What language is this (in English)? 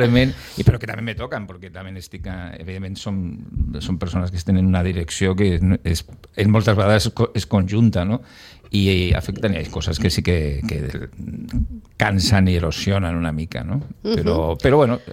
Catalan